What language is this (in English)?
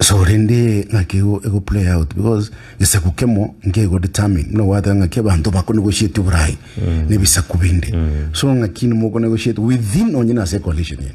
Gusii